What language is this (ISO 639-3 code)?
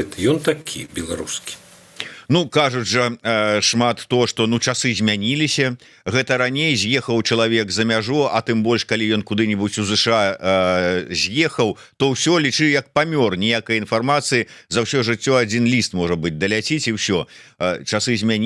bel